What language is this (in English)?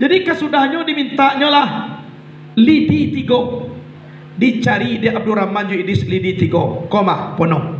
Minangkabau